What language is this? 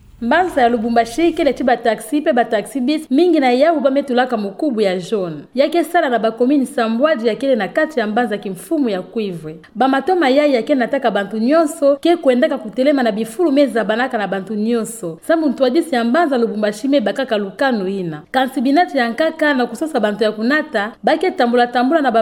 Kituba (Democratic Republic of Congo)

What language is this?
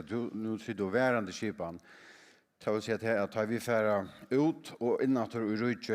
Faroese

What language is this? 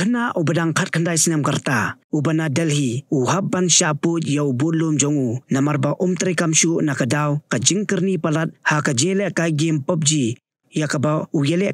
Khasi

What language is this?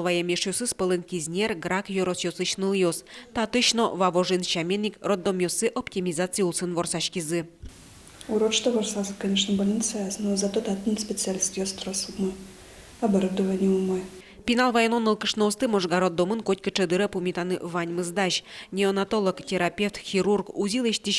Udmurt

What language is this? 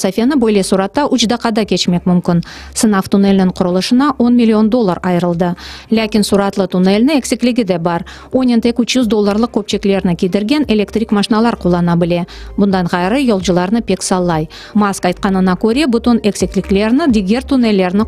Crimean Tatar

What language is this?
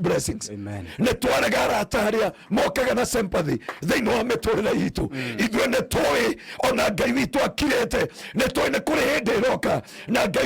Kikuyu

